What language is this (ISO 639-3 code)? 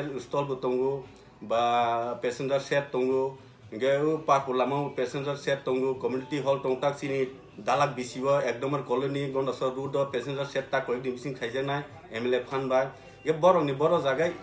trp